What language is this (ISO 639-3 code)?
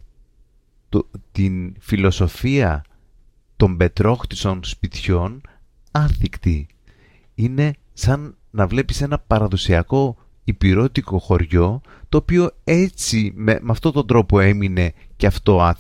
ell